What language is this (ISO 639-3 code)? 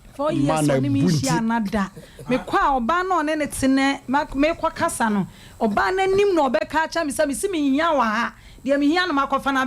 aka